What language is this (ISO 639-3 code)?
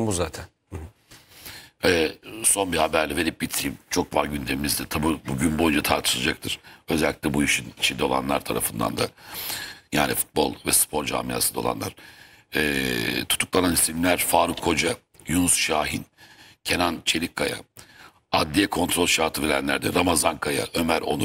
tur